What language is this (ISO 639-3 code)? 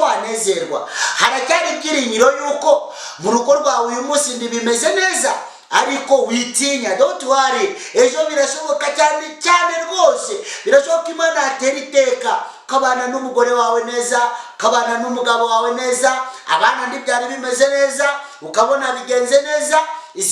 kin